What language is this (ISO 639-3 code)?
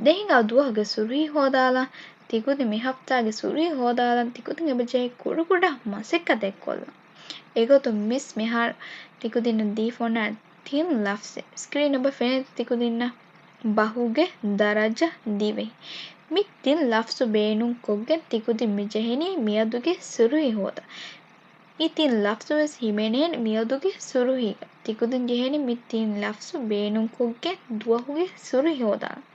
div